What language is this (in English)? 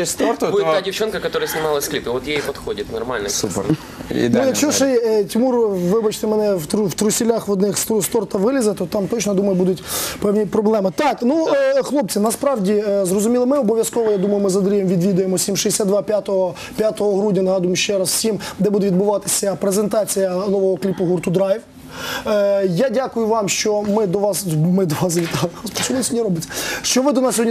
Ukrainian